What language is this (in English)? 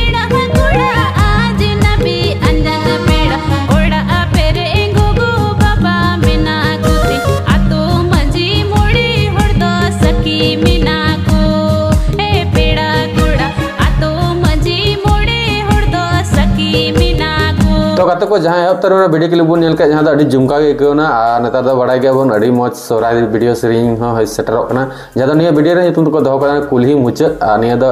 Santali